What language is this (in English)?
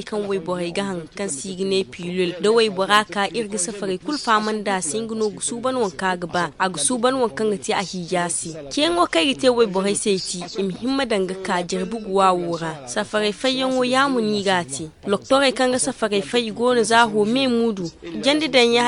Zarma